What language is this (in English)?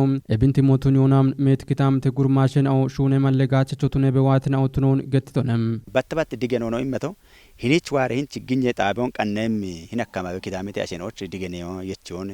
Kafa